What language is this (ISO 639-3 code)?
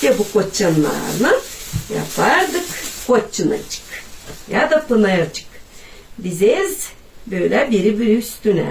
gag